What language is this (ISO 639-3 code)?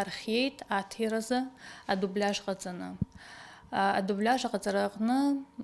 abk